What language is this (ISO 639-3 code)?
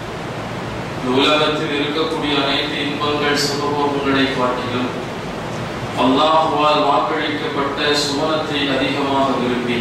tam